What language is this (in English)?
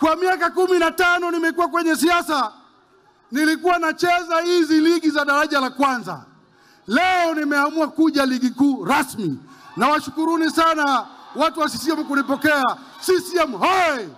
Swahili